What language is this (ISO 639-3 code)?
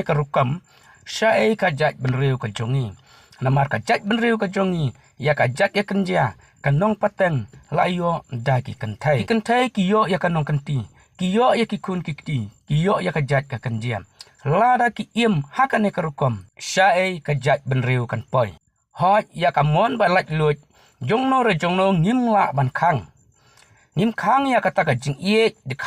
kha